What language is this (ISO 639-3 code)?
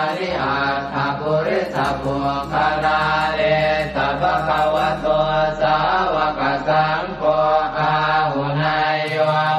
pli